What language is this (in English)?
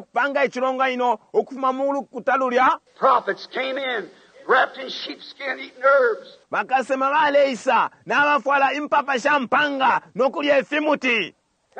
Bemba